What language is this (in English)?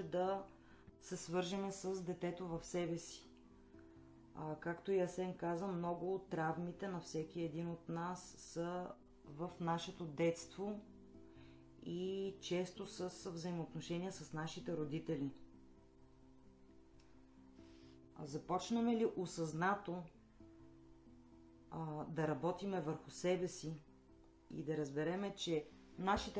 Bulgarian